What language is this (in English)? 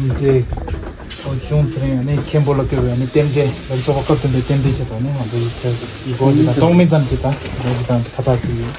Tibetan